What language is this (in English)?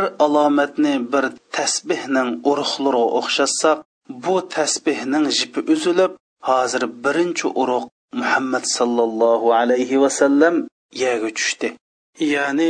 Uyghur